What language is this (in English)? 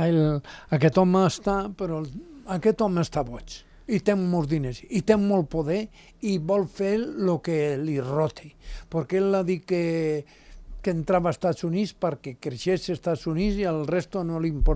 Catalan